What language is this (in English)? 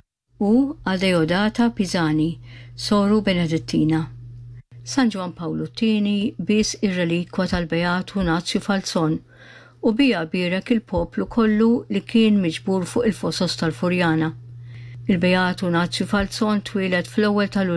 Maltese